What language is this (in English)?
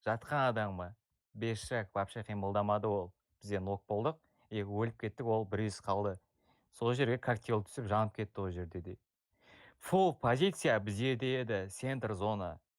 Kara-Kalpak